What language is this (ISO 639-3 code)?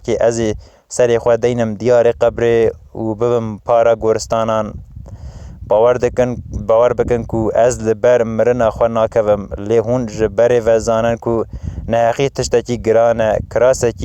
kur